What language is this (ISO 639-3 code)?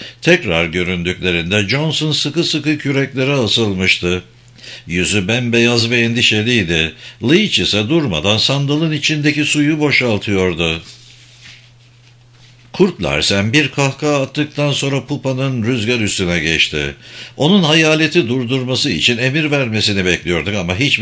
tur